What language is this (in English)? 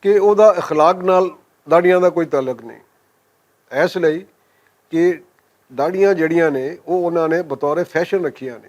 Western Panjabi